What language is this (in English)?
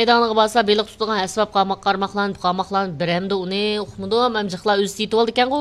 Uyghur